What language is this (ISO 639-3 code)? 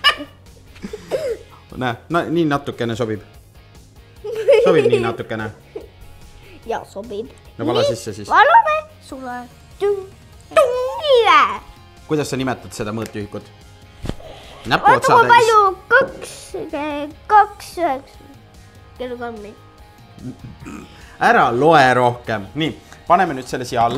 est